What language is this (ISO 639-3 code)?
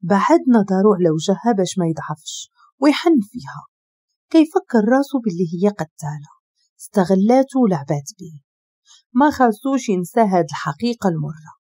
ary